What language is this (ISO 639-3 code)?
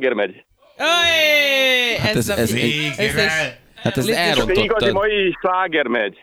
hun